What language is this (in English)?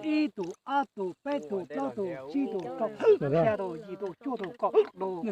Hmong